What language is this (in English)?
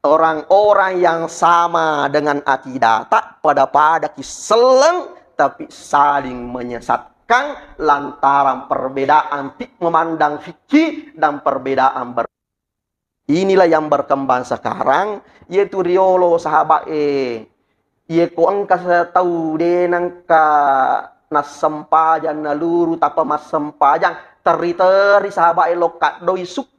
Buginese